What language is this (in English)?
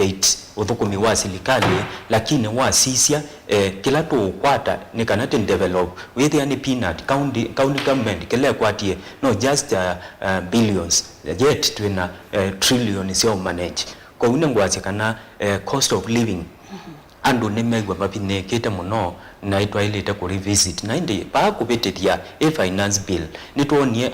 Kamba